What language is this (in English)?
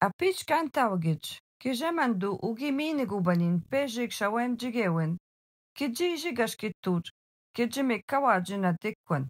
Algonquin